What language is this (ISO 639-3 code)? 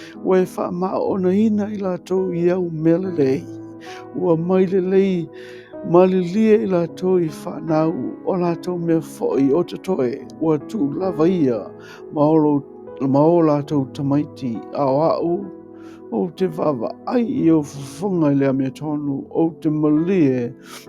smo